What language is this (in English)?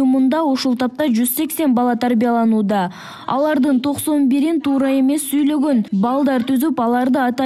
Kyrgyz